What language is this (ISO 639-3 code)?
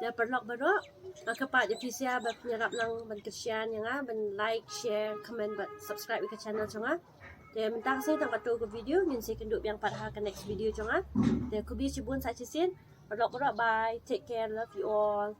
kha